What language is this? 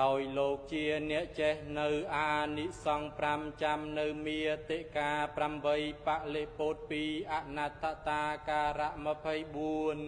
Khmer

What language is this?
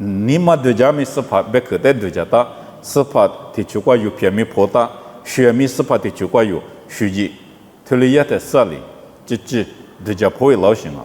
Lisu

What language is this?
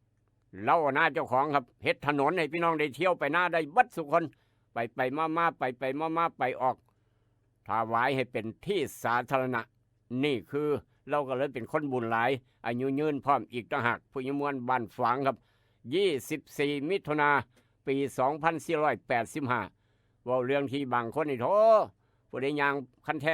Northeastern Thai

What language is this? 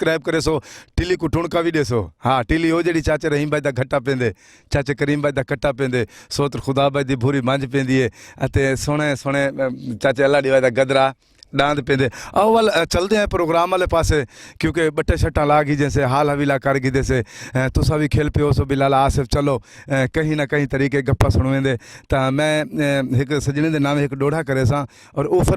Saraiki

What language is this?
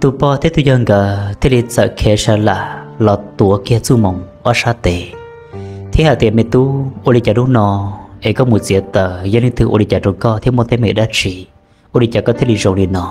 Hmong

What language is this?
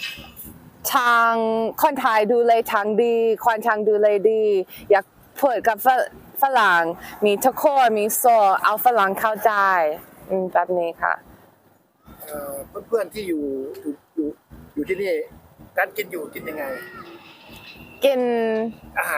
Thai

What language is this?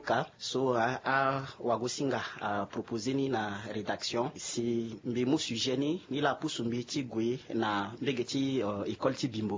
Sango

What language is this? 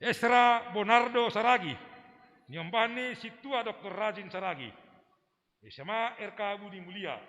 Batak Simalungun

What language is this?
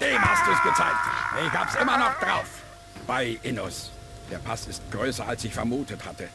Bavarian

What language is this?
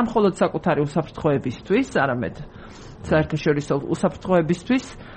Georgian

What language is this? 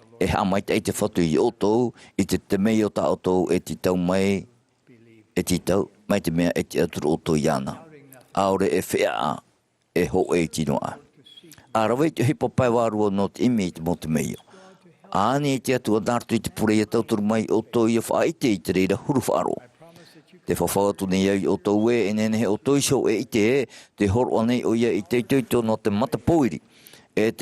Tahitian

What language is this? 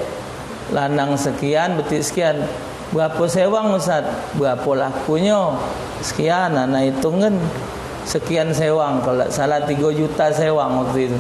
Musi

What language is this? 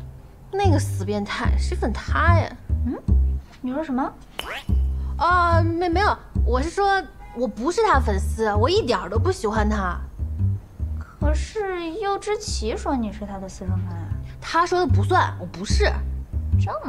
Chinese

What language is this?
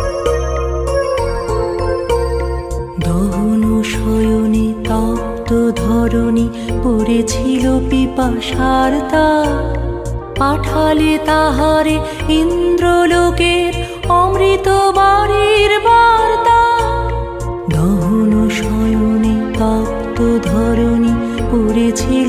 Bangla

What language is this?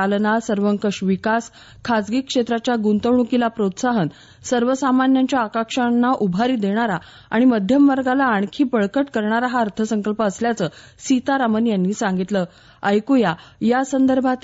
Marathi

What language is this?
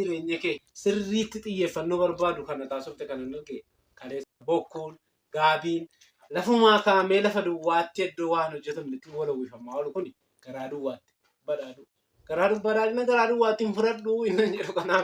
Oromo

